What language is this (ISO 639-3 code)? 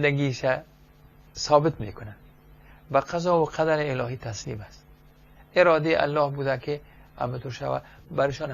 fas